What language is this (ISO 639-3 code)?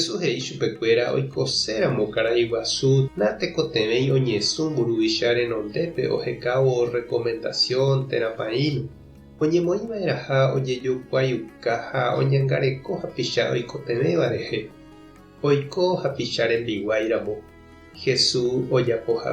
grn